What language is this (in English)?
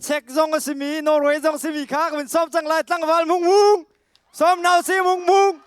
Hakha Chin